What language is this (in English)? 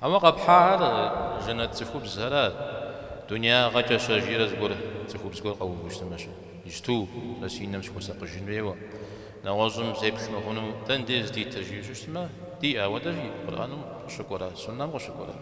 Kabardian